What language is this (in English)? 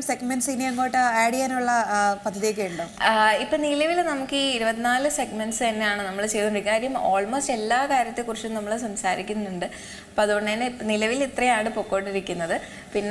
Malayalam